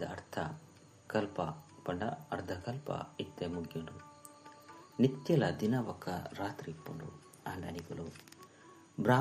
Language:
Tulu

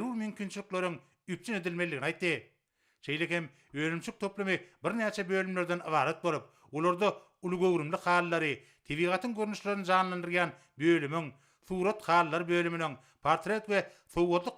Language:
Turkmen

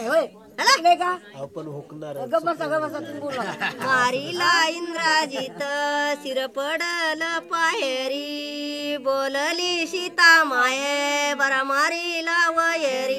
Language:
Marathi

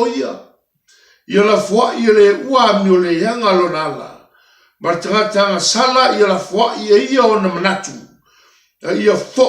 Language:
Samoan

